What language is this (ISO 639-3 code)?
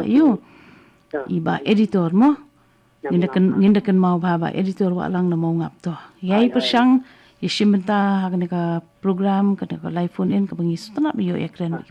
kha